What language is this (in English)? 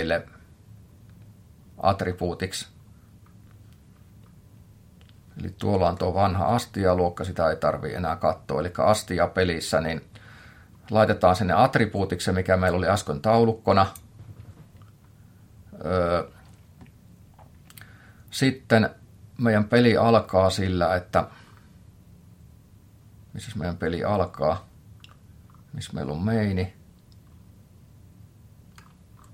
Finnish